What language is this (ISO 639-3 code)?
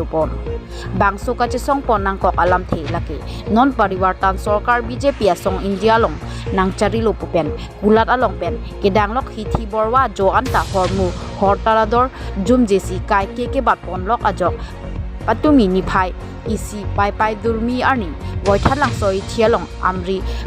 mjw